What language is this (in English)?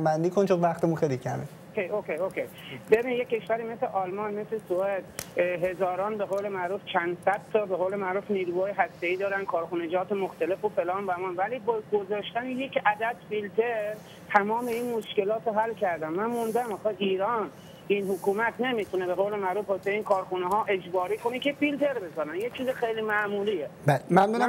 Persian